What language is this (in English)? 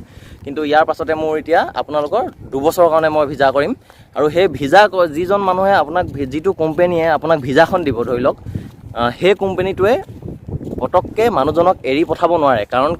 Assamese